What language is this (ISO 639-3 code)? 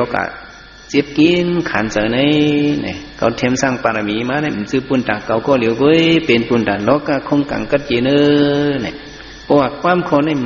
shn